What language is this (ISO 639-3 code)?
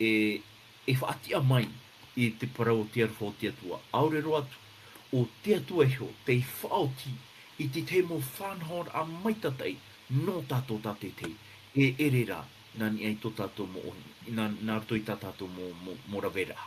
tah